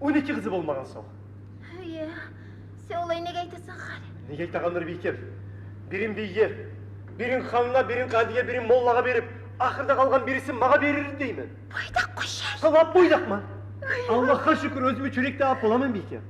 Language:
Kumyk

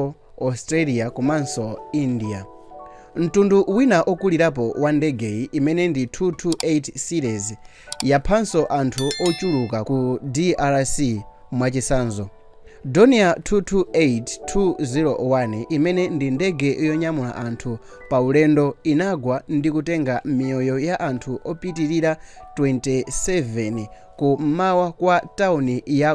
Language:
Nyanja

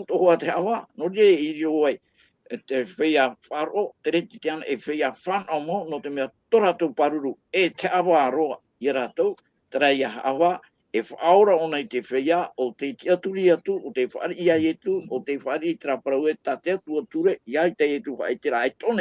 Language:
Tahitian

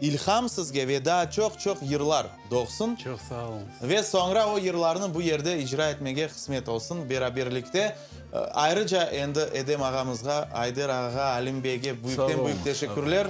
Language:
Crimean Tatar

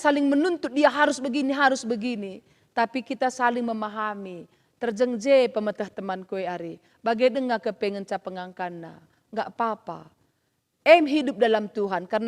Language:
Batak Karo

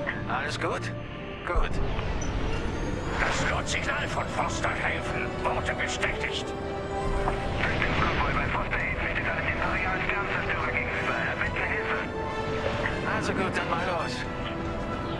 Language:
German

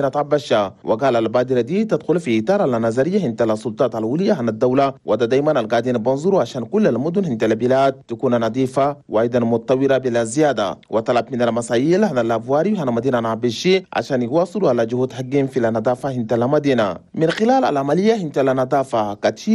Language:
Chadian Arabic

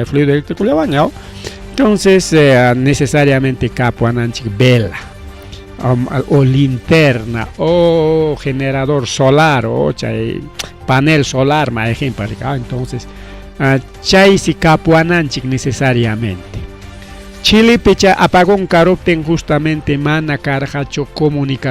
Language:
Ayacucho Quechua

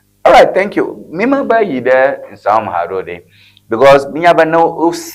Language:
Ewe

